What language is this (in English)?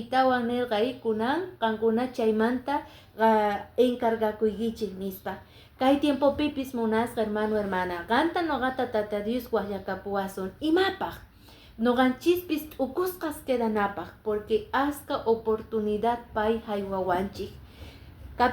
Quechua